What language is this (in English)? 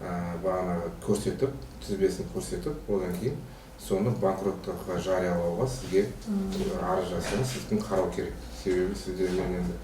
Kazakh